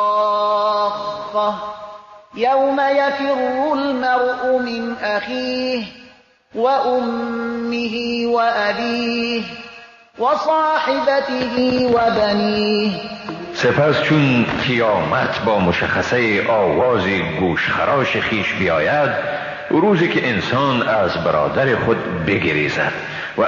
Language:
Persian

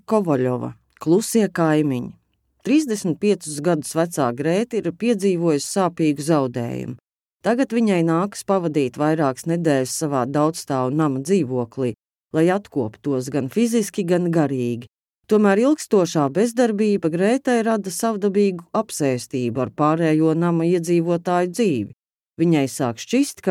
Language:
Latvian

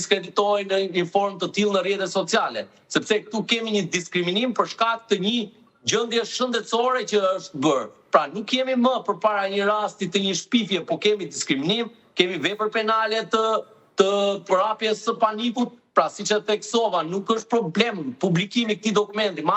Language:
Albanian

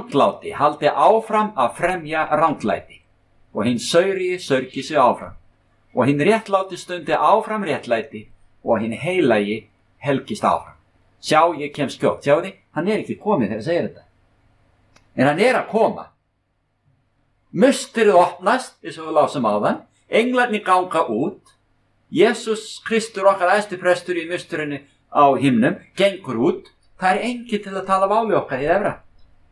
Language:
Icelandic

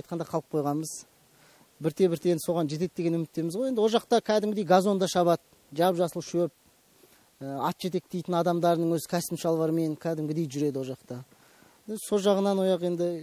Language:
Kazakh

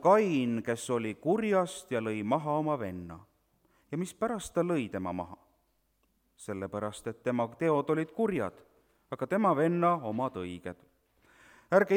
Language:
Estonian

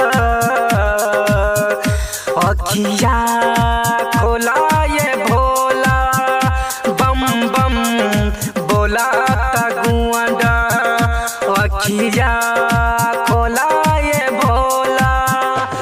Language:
Bhojpuri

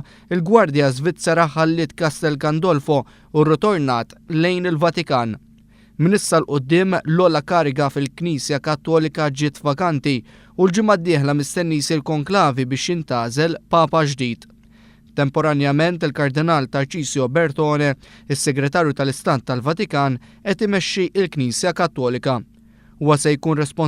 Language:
Maltese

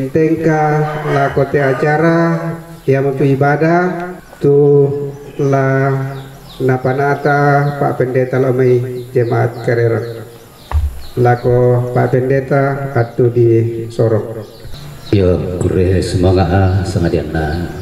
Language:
Toraja-Sa'dan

